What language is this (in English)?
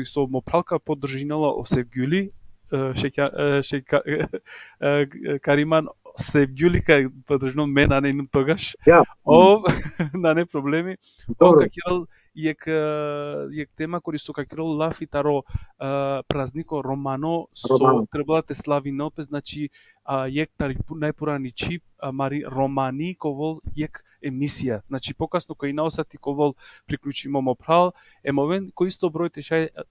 Balkan Romani